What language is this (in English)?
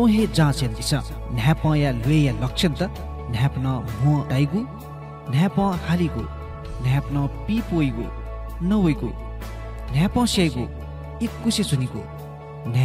Newari